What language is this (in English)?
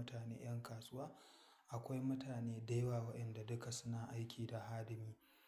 Hausa